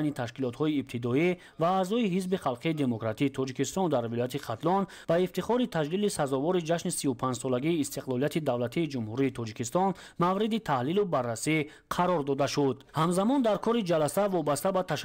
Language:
Tajik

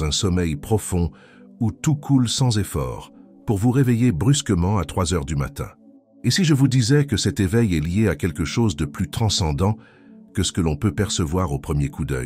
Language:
French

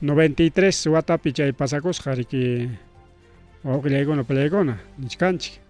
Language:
Ayacucho Quechua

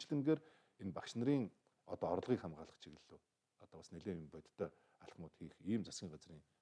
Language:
Mongolian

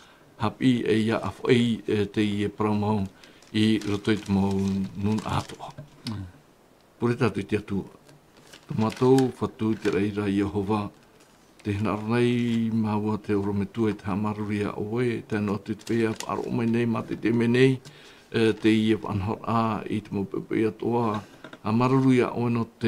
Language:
Tahitian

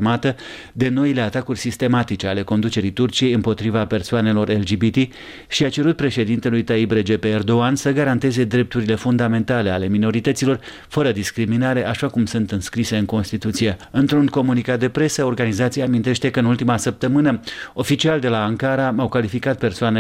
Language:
Romanian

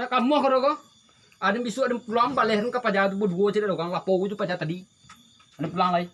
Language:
Minangkabau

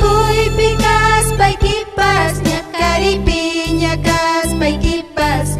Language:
Ayacucho Quechua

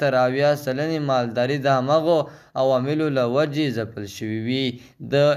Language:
Pashto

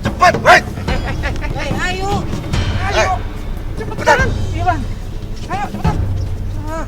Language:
Betawi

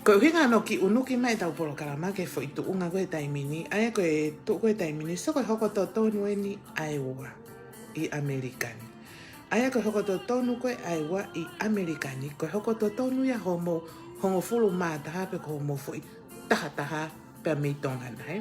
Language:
Tongan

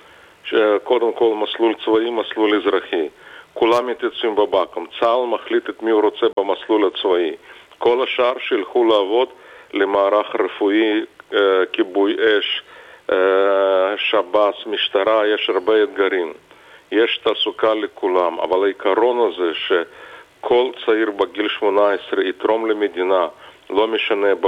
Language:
Hebrew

